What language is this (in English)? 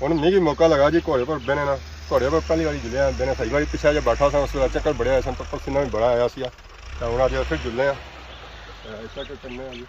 Pahari-Potwari